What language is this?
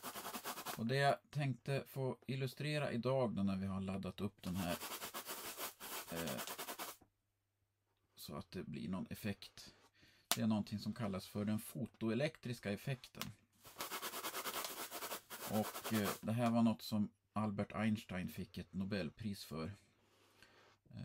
Swedish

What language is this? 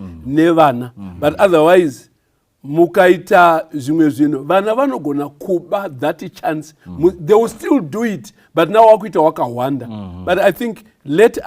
Shona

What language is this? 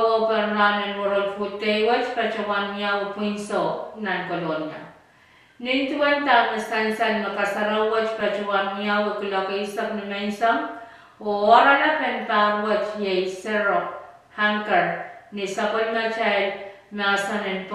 Pohnpeian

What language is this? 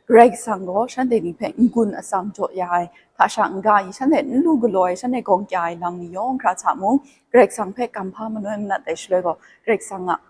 Kachin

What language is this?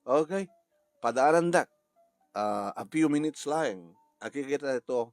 Iloko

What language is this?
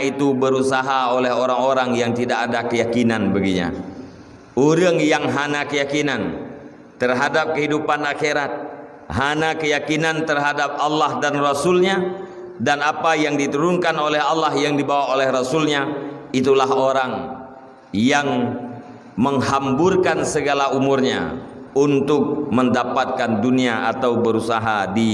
Achinese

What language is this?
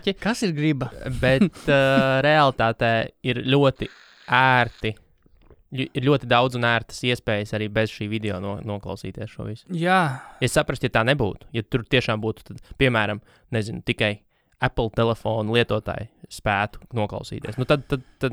Latvian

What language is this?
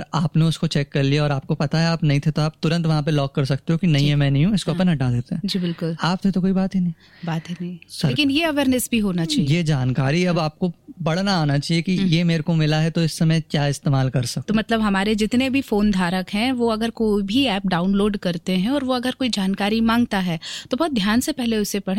Hindi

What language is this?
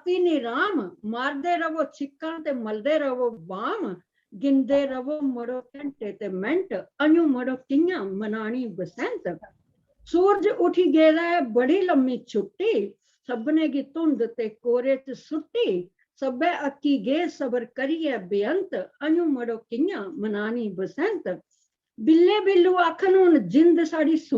Dogri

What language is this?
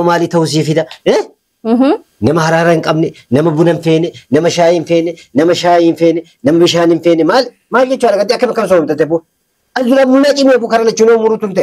Oromo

